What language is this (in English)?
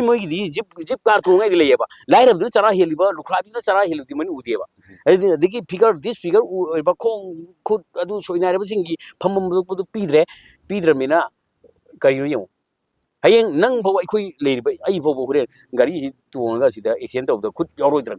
Manipuri